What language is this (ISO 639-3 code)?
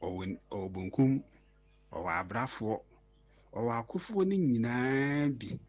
aka